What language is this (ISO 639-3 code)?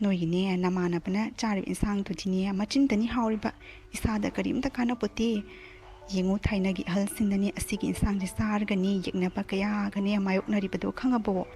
mni